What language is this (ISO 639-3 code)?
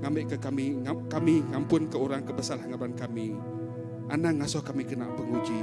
iba